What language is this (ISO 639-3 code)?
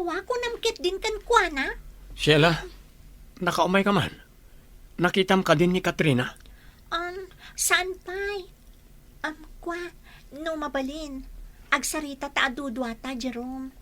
ilo